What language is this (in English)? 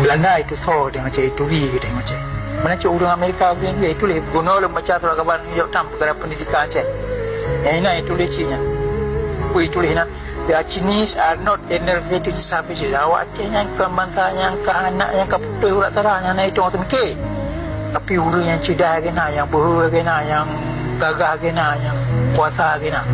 Achinese